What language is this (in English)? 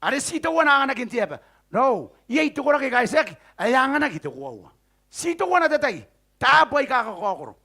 Gilbertese